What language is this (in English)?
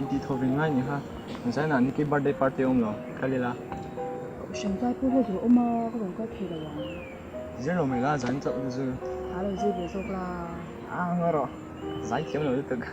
Mizo